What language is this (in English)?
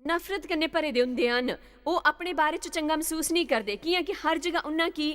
Dogri